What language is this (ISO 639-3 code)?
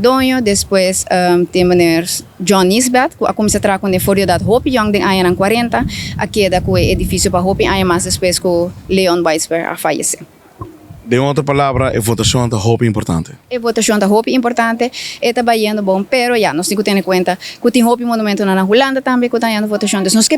pap